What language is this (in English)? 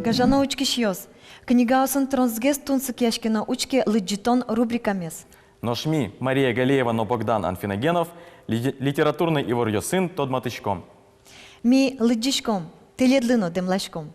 Udmurt